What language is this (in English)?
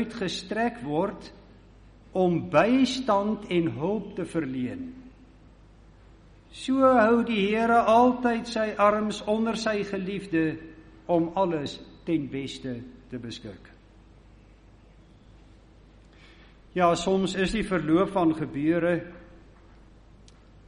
Afrikaans